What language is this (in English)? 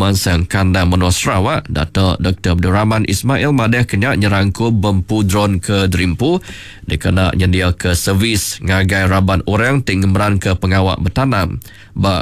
Iban